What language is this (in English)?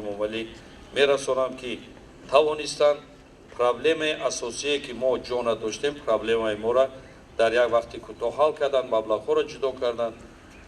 Tajik